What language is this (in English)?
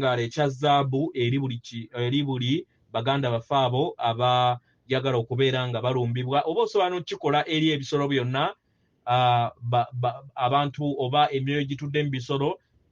Ganda